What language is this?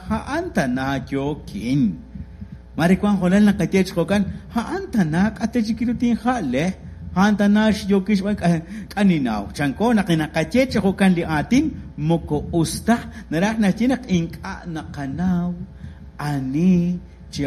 Kekchí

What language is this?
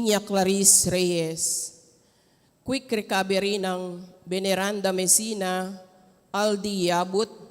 Pampanga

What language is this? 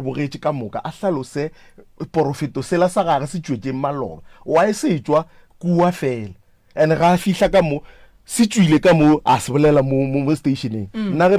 Northern Sotho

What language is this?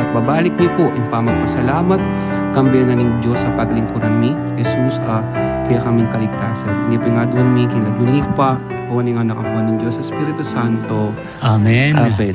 Pampanga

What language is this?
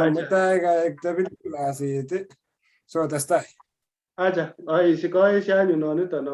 Kalenjin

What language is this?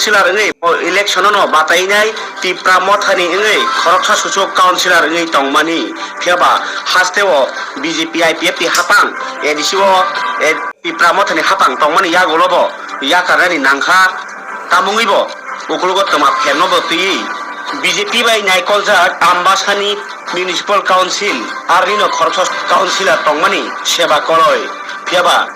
Kok Borok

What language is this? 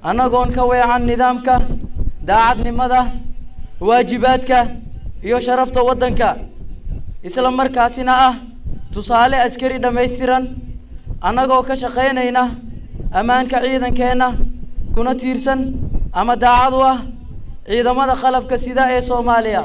Somali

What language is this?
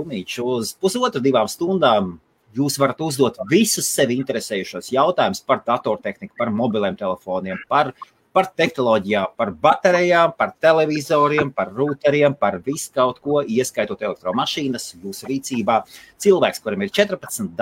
Latvian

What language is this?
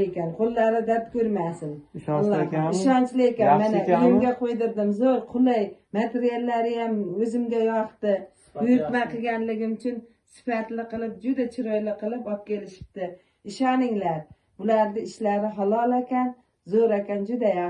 Uzbek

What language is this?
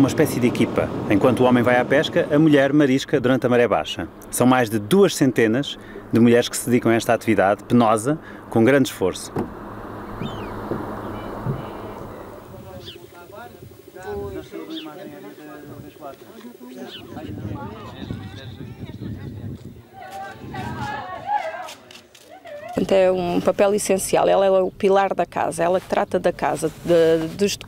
Portuguese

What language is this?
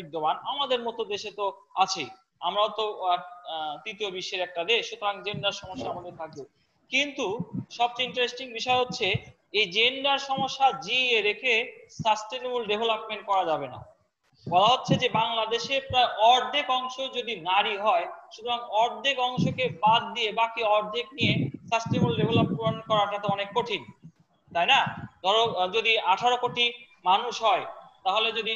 Bangla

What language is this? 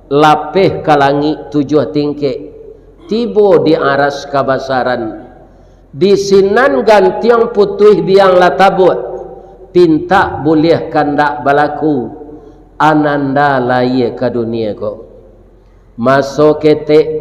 Minangkabau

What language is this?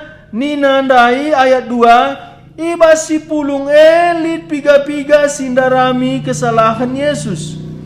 Batak Karo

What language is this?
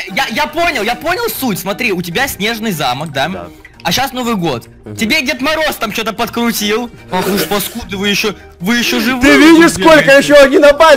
Russian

